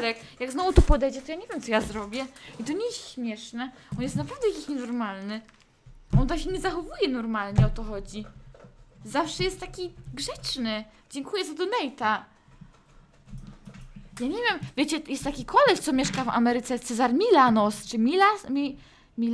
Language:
Polish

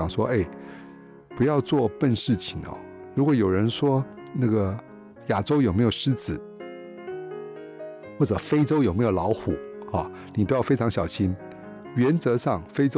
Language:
Chinese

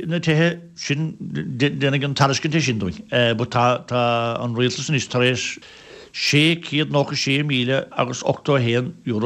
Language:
Irish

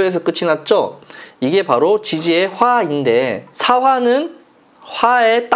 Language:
Korean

